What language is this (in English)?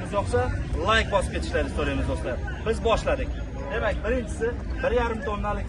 Uzbek